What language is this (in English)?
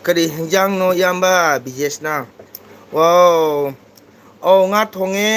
Manipuri